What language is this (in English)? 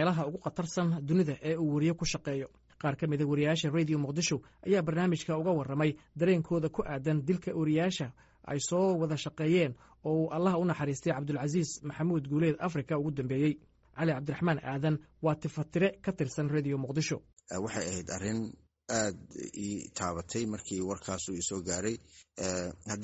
Somali